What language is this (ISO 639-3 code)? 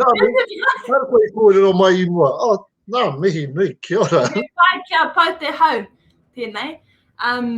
mri